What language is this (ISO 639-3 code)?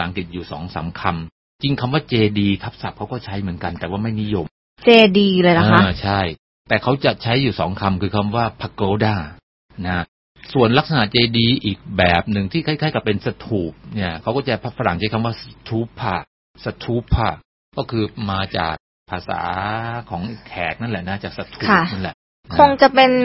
tha